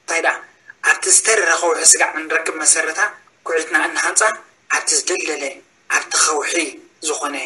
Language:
Tigrinya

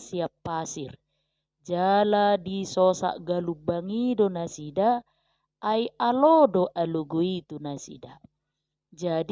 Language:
Batak Toba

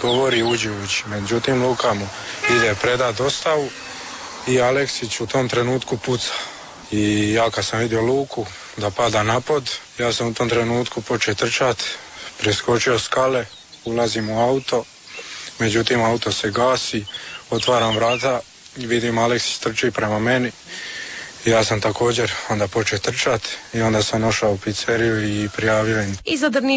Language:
Croatian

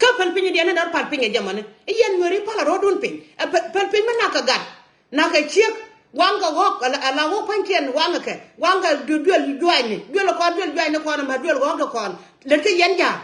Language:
Nuer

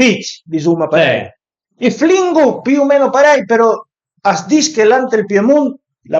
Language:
Piedmontese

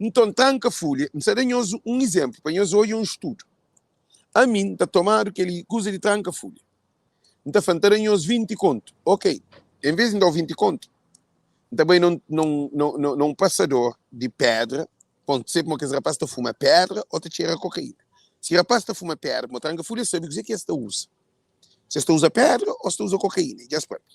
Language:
Kabuverdianu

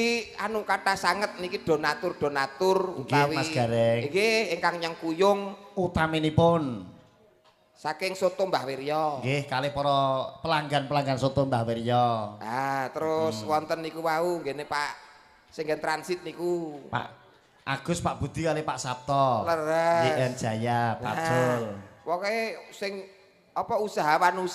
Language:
Javanese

